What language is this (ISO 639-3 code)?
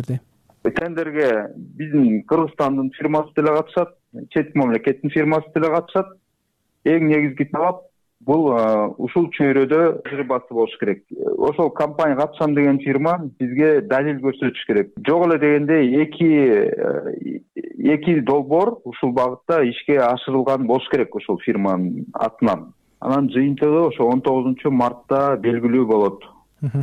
kir